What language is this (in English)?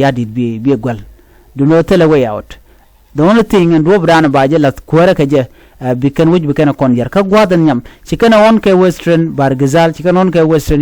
Nuer